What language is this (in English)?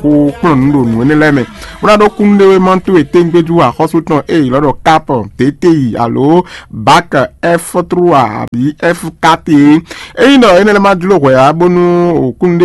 Fon